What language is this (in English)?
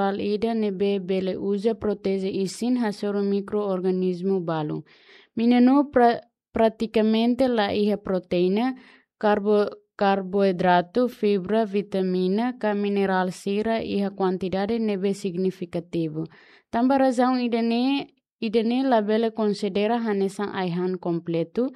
Tetum